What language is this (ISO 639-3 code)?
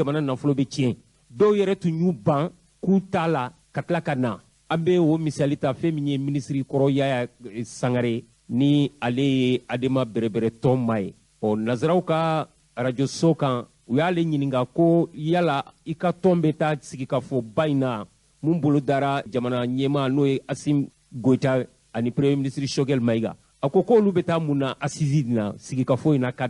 bam